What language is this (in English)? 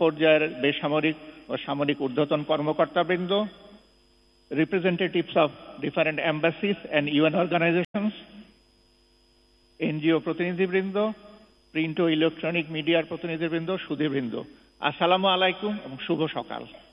Bangla